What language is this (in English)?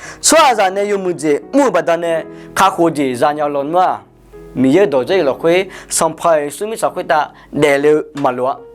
Akha